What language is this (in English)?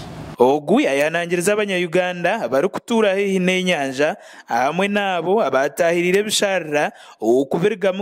Nyankole